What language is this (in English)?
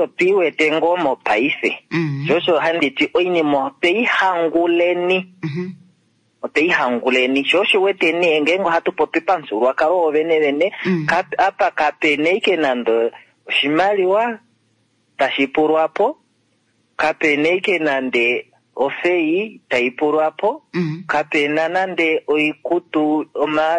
Kuanyama